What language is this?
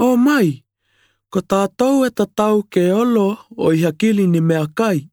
Malagasy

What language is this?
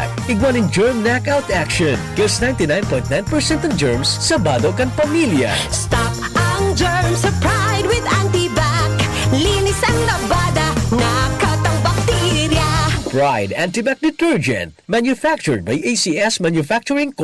Bikol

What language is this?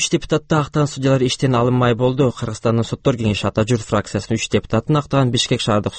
Kyrgyz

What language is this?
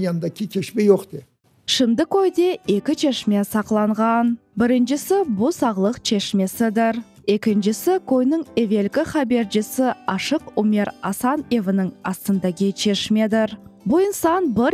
Crimean Tatar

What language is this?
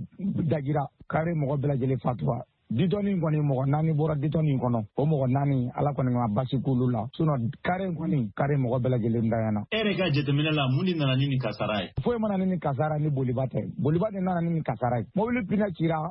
Bambara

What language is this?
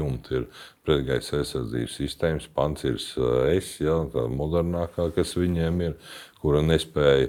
Latvian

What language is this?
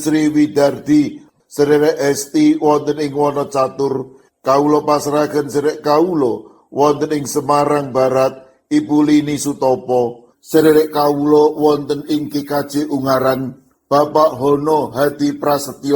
Javanese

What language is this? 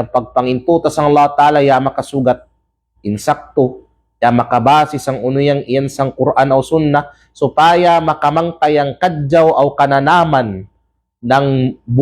Kalagan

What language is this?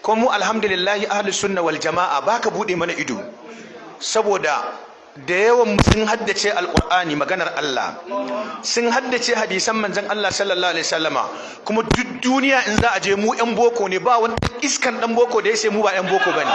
Hausa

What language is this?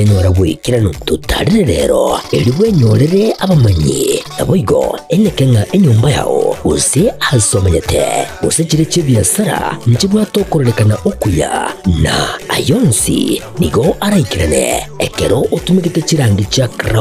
Gusii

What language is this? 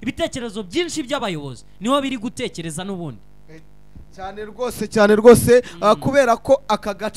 Kinyarwanda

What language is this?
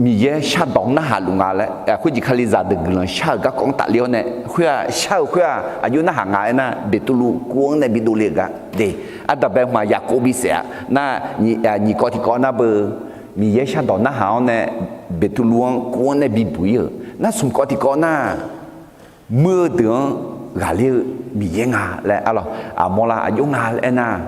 Akha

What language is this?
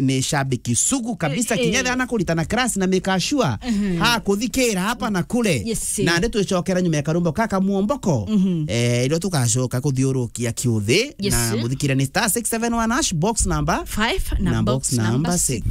Meru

